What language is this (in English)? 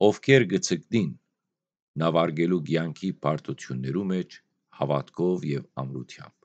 Western Armenian